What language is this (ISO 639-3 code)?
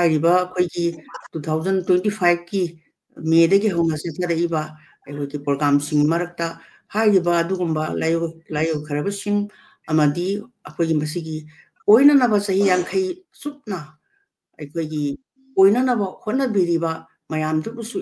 mni